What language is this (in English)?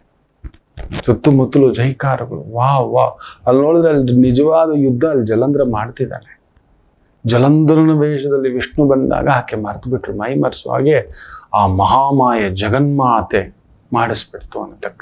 Kannada